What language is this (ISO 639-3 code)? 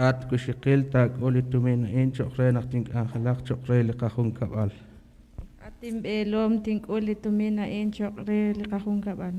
kek